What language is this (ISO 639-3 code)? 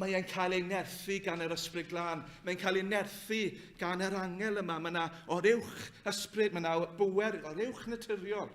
cym